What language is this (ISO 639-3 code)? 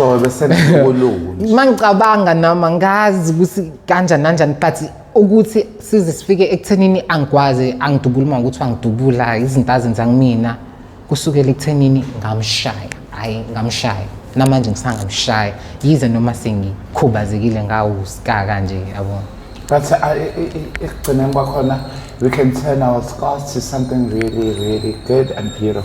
zul